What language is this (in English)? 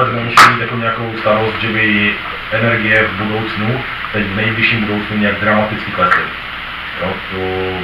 Czech